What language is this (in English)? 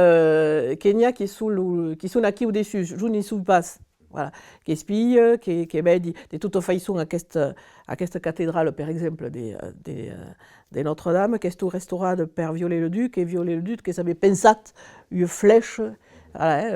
Occitan